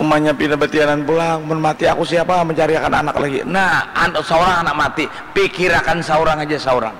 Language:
Banjar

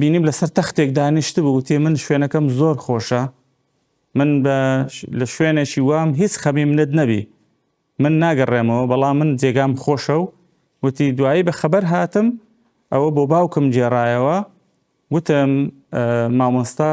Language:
Central Kurdish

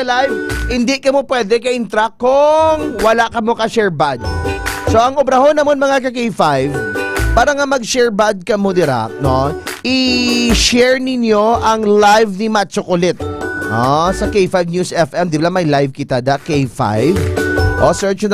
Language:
Hiligaynon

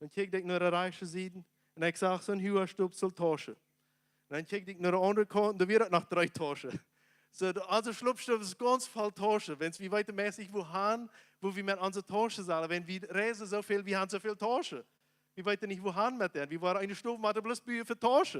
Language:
Plautdietsch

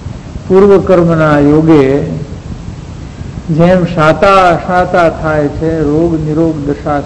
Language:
Gujarati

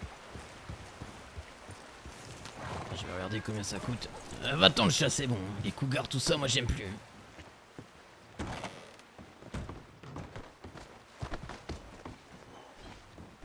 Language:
French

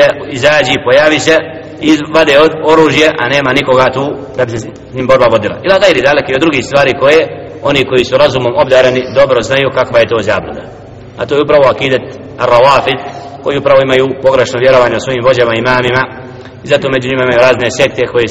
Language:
Bosnian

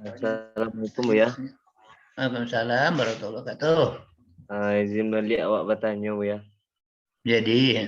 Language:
Minangkabau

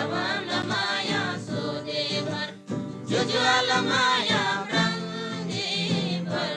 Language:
Eastern Tamang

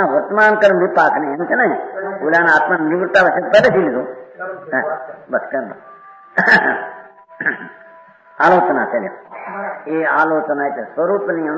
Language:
Gujarati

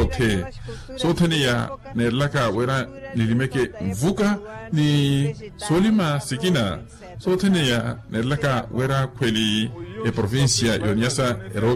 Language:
Makhuwa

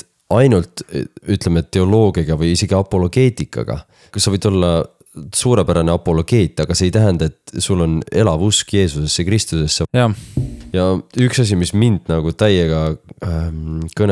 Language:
Estonian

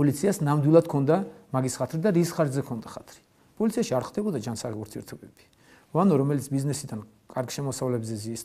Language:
Georgian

